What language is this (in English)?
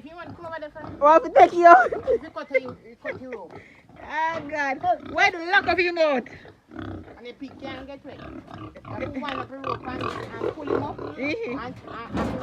Jamaican Creole English